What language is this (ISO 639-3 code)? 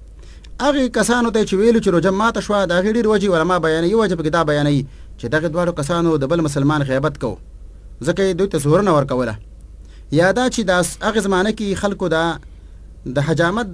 pus